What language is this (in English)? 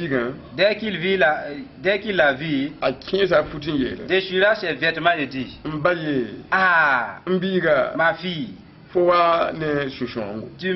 Mossi